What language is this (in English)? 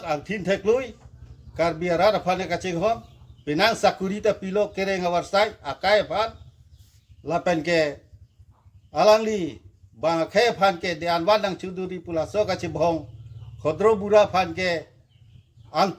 Karbi